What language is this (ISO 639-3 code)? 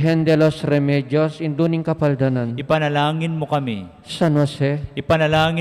pam